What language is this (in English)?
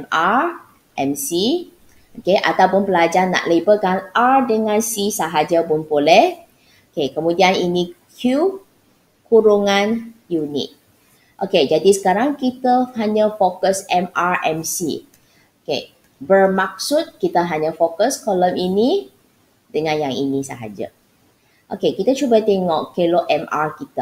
Malay